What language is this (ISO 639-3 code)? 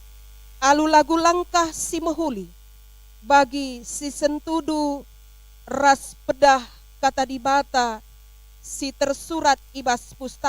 btx